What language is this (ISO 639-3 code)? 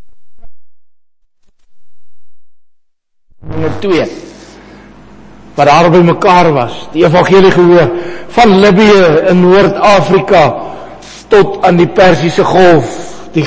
afr